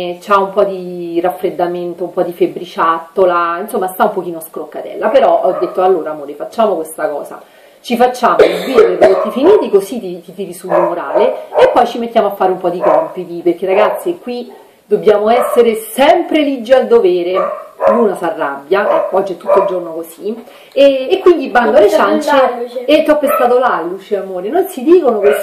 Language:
Italian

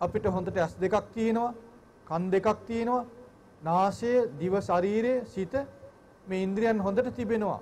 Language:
Sinhala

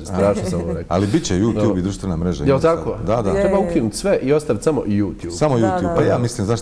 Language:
Bosnian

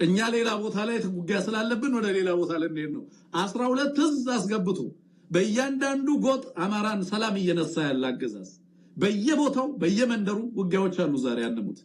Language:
Amharic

